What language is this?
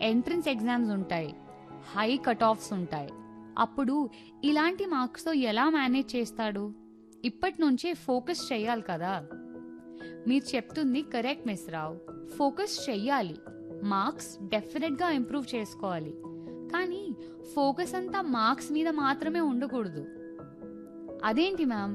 Telugu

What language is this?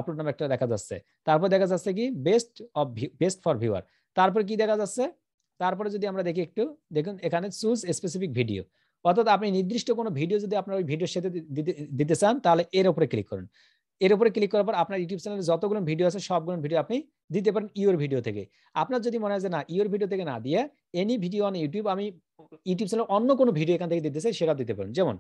Bangla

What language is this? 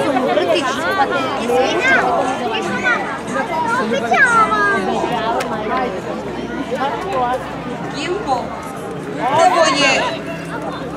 Serbian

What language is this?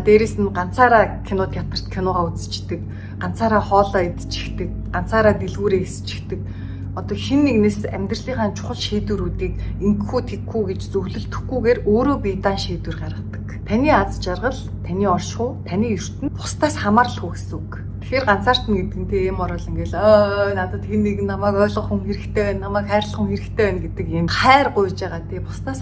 Mongolian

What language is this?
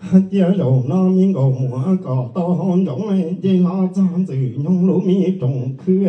Hmong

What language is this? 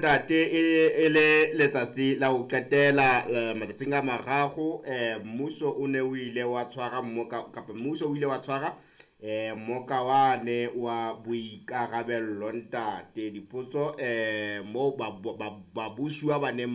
Southern Sotho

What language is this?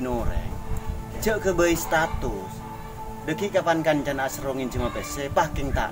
Madurese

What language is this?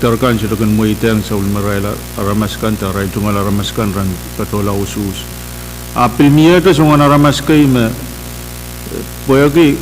Pohnpeian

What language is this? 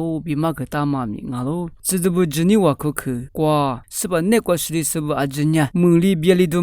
Lisu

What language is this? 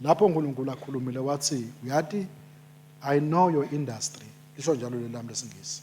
Swati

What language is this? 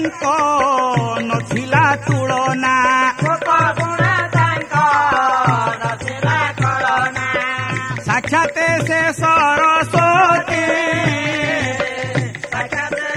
Odia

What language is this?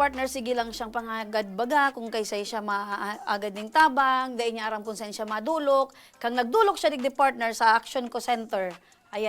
Bikol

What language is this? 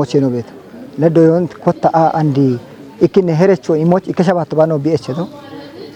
Kafa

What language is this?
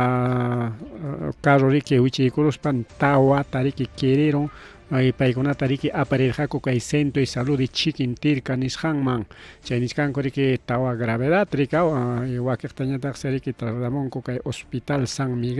Ayacucho Quechua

